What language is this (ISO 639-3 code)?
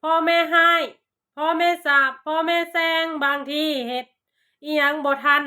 lao